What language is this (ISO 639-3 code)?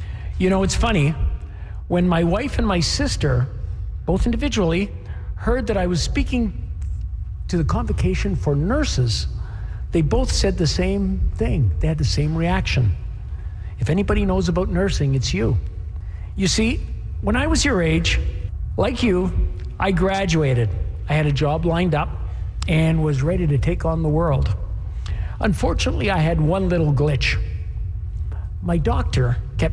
eng